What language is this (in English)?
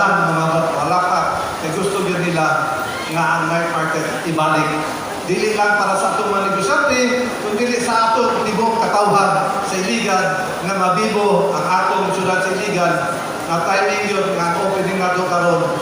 Cebuano